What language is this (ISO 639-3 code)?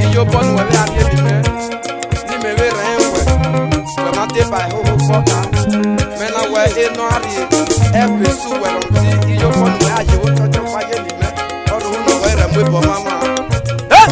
ish